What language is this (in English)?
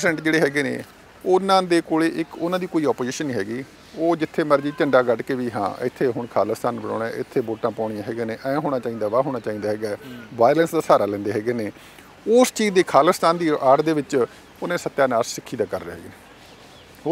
Punjabi